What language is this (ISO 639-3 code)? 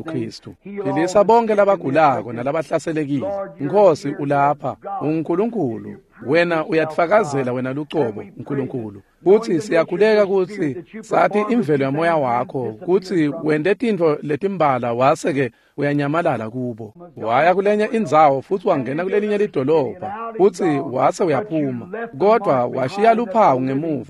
ssw